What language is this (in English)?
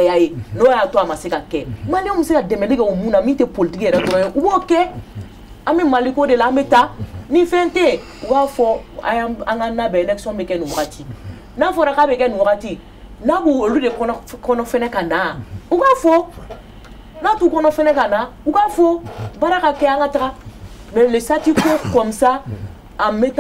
Bambara